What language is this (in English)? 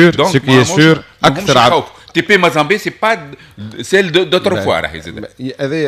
Tunisian Arabic